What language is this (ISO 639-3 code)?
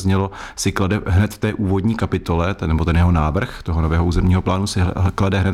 ces